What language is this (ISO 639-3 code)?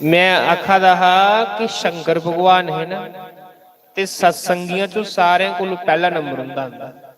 doi